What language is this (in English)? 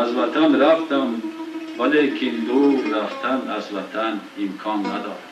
Tajik